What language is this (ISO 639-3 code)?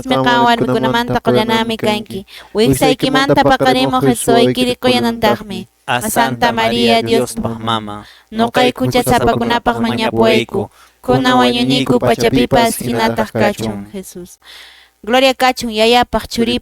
que